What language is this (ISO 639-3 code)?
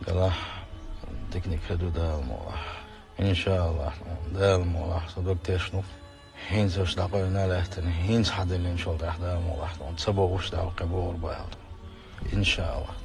che